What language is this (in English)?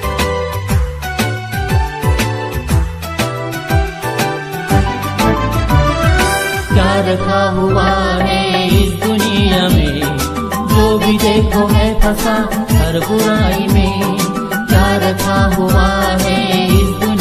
Hindi